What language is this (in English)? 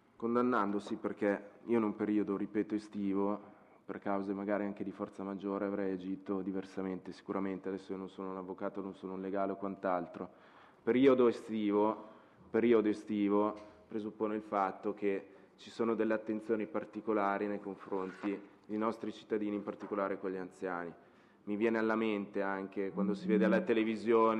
Italian